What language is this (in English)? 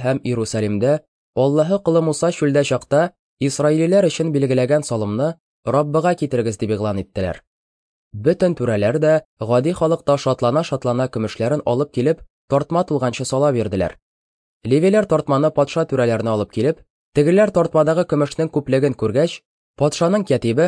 Tatar